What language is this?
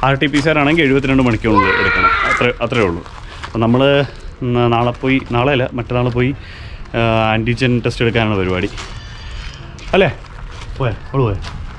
Malayalam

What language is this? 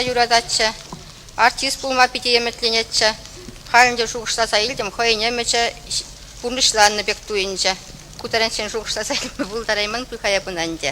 Chuvash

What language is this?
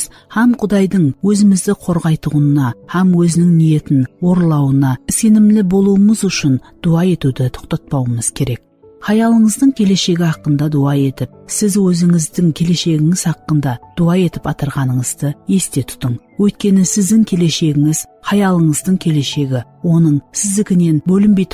Kara-Kalpak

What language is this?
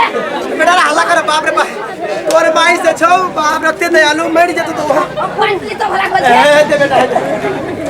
Maithili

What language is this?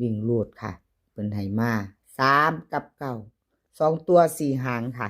Northeastern Thai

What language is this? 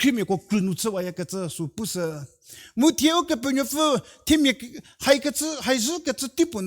Angami Naga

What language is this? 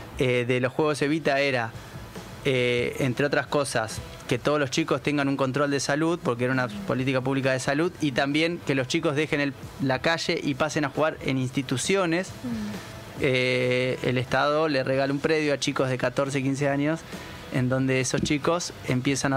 Spanish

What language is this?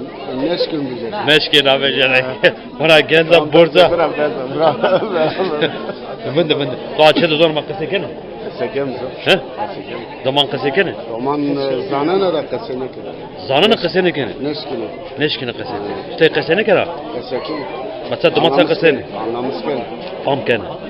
Zaza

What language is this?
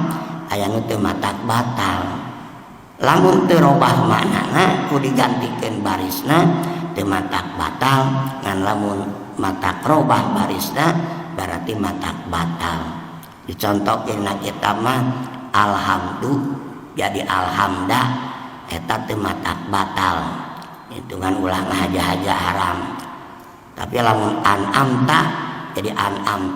Sundanese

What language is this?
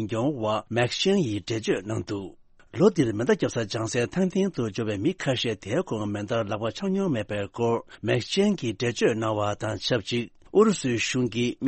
Tibetan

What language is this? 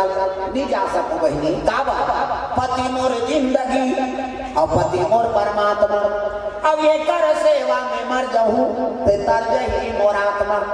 Chhattisgarhi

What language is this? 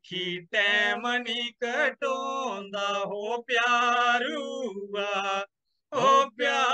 Dogri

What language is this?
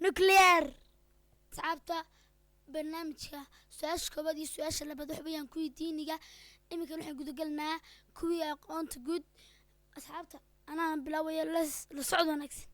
Somali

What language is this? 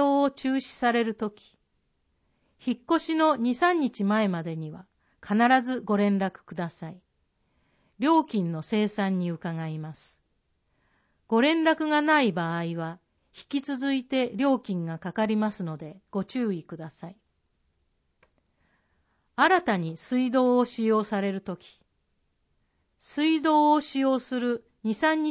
Japanese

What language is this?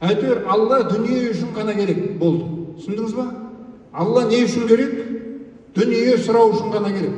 Kazakh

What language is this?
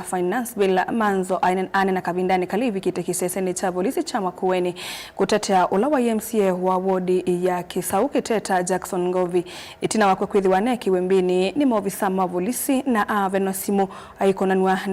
Kamba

